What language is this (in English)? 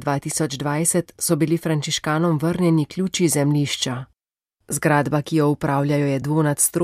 Slovenian